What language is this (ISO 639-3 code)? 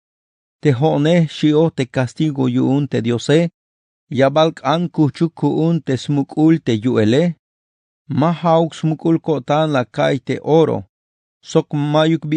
tzh